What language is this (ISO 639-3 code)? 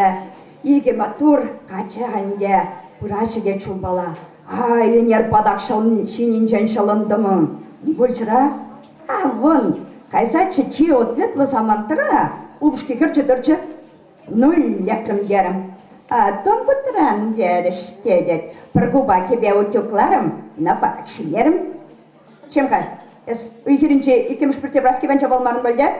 chv